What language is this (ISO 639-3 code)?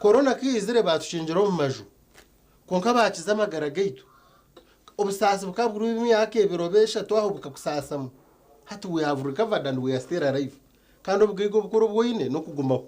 nyn